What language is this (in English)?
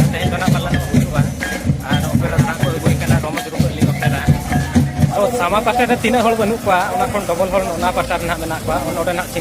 Santali